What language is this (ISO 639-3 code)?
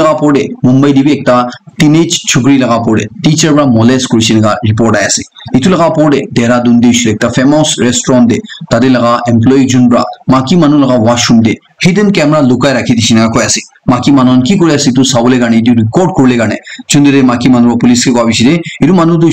nag